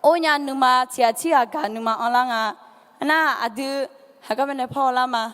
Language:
Akha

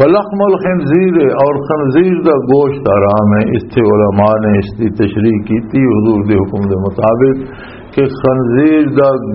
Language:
Western Panjabi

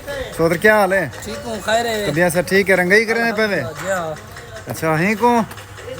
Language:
Saraiki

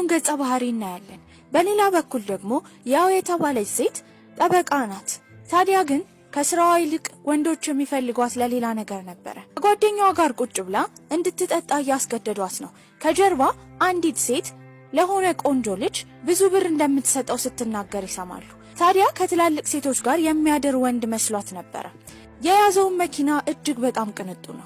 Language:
Amharic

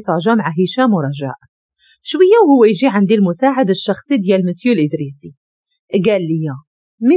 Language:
Moroccan Arabic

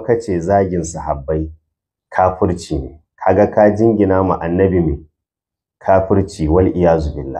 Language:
Hausa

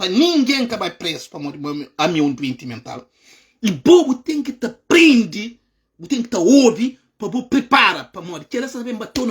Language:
Kabuverdianu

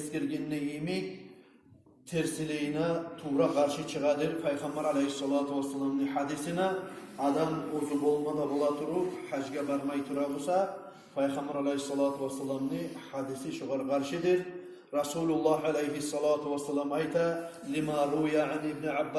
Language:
Kumyk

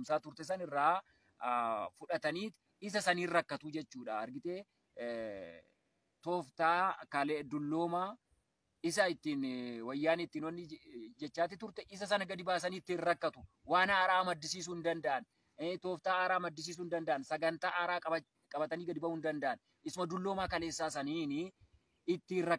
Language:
Oromo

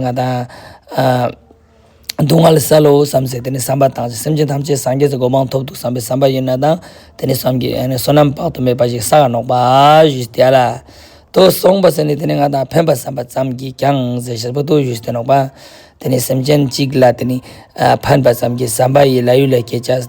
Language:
Ladakhi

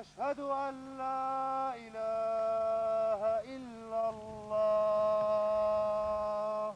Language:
Chechen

